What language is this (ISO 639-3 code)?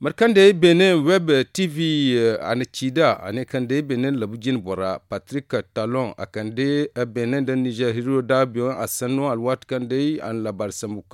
dje